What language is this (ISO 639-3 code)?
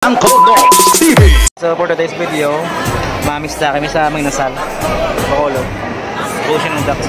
hil